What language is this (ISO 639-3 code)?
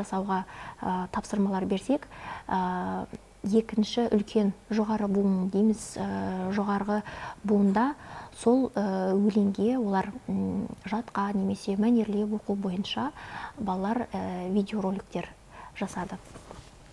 kaz